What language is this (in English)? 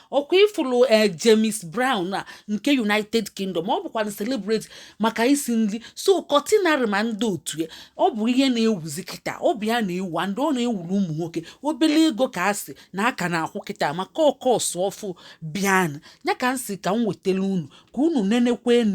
Igbo